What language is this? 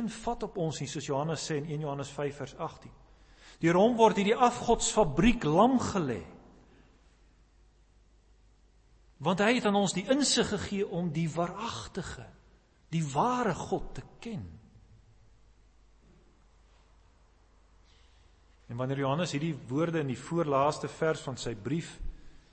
Afrikaans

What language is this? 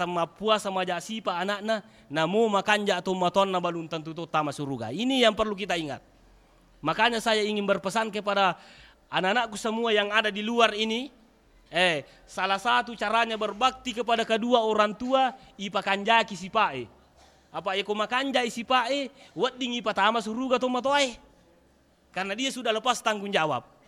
Buginese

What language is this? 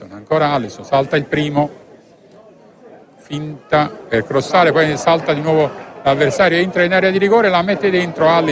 Italian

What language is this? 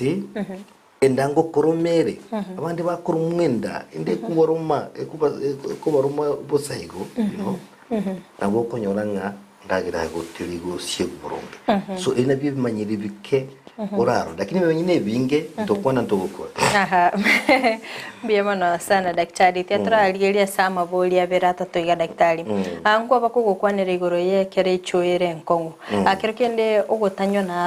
Gusii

